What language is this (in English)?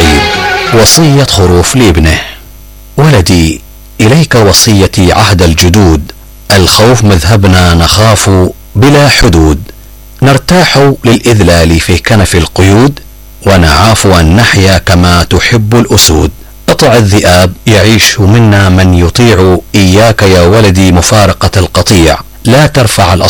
Arabic